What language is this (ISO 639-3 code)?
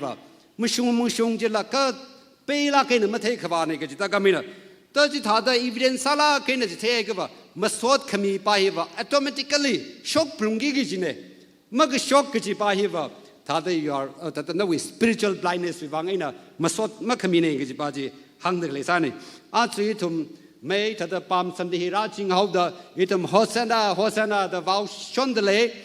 nmf